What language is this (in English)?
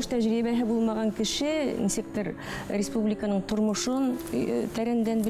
Bashkir